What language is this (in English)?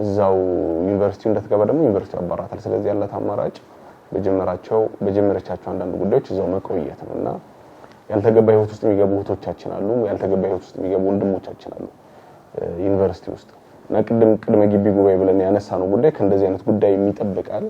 Amharic